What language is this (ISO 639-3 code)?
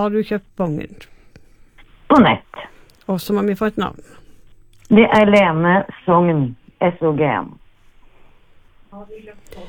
nor